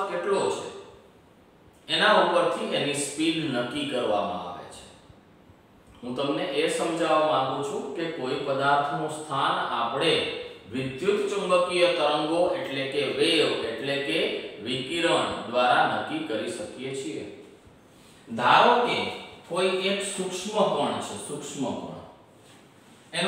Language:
Gujarati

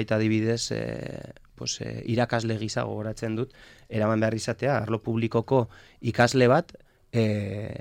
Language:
Basque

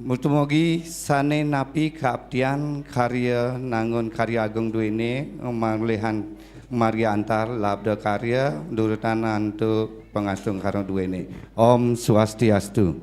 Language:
Balinese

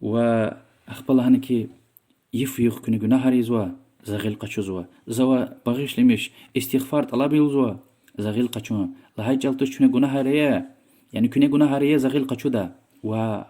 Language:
Lezghian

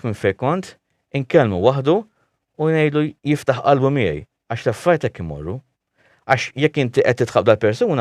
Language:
Maltese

